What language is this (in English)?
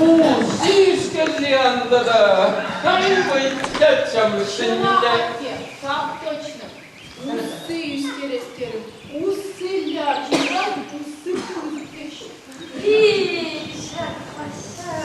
Chuvash